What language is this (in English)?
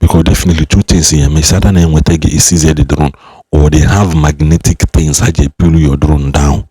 Igbo